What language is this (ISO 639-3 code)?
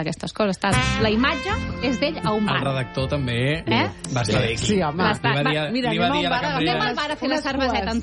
cat